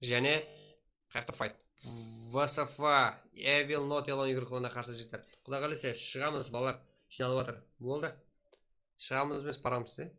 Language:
Kara-Kalpak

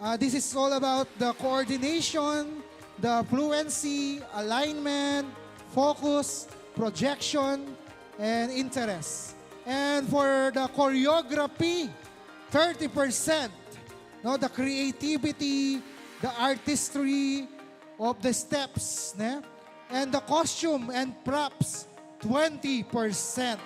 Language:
Pampanga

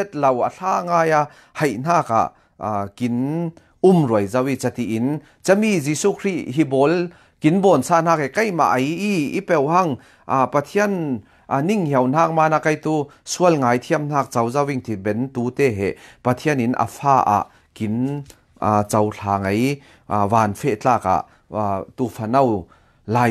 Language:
Falam Chin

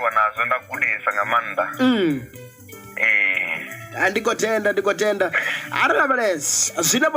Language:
Venda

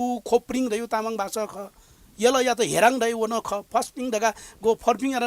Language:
Newari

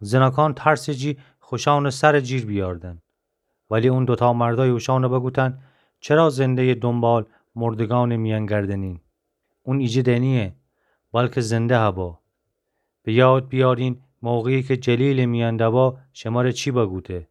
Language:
Gilaki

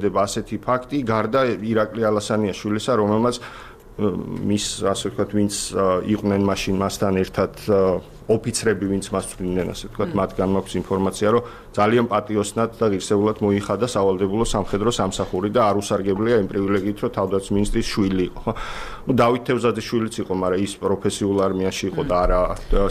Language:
Georgian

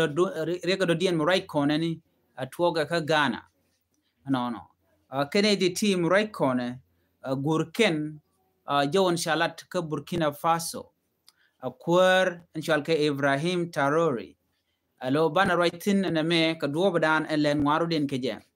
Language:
Nuer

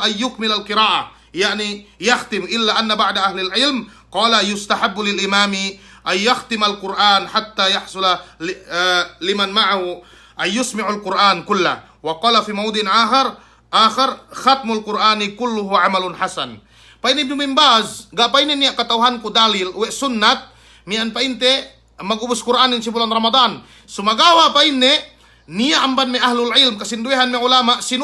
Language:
Yakan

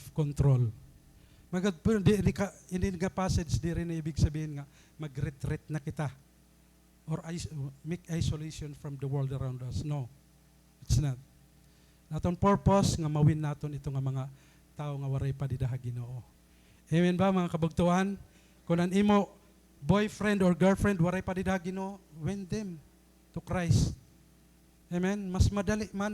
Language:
Waray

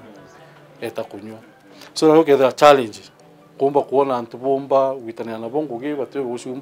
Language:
Meru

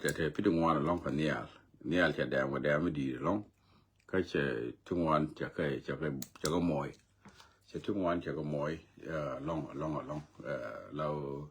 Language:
Nuer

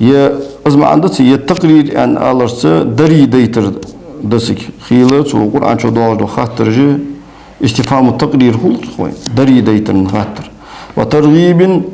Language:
Ingush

